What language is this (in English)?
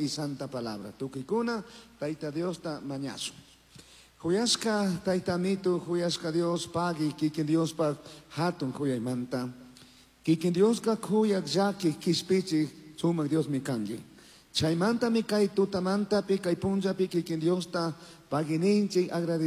Chimborazo Highland Quichua